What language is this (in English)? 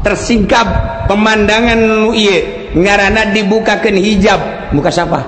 Sundanese